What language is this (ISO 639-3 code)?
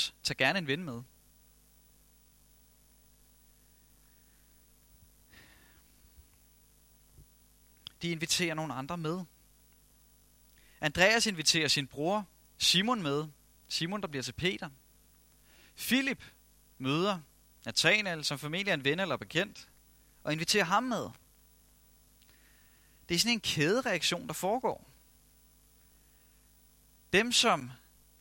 dan